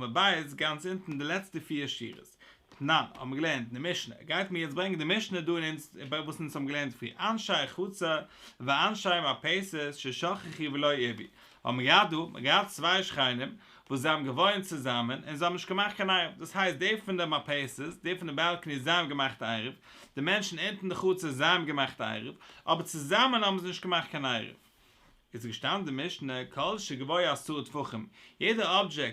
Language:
Yiddish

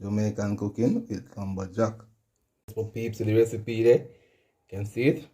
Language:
Jamaican Creole English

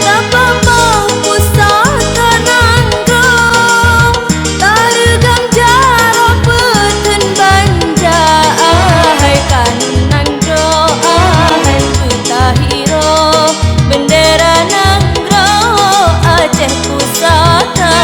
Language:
Achinese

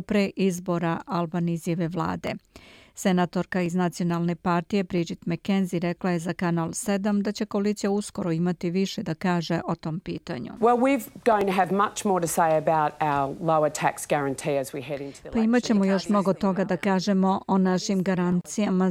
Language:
Serbian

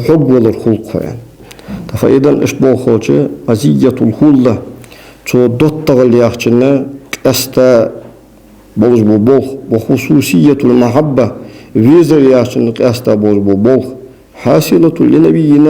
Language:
Ingush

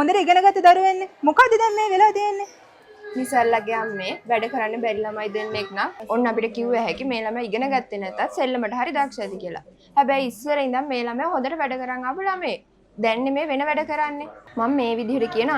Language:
Sinhala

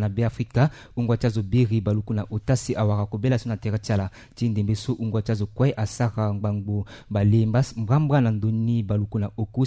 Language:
Sango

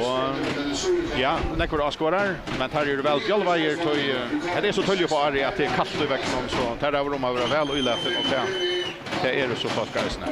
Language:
Faroese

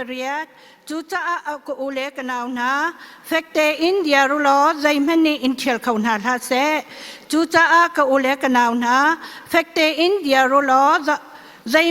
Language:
Hakha Chin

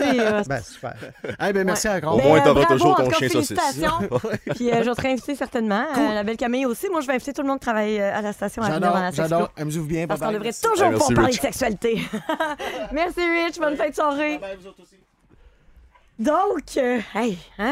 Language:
French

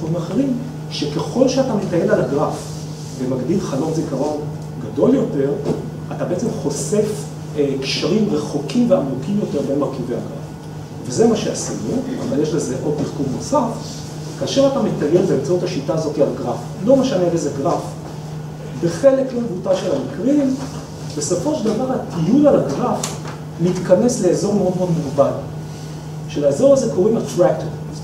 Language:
Hebrew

